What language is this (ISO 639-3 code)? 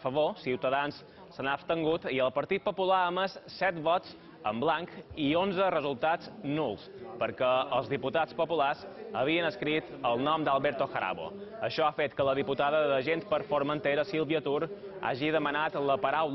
cat